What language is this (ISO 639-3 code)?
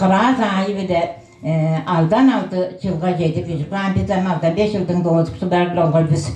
tyv